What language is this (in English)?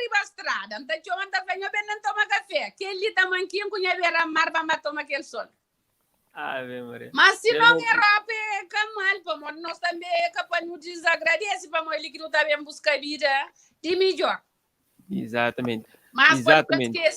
Kabuverdianu